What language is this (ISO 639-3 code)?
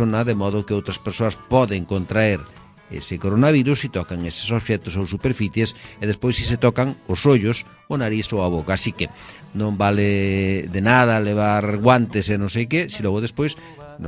glg